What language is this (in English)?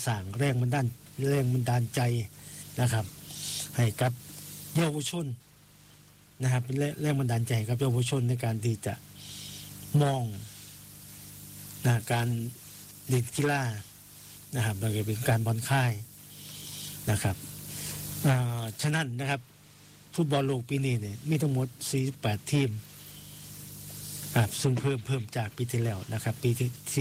Thai